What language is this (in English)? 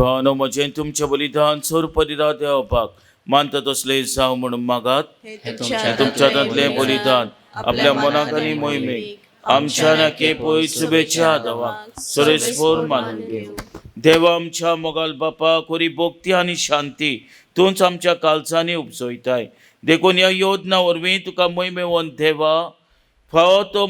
Konkani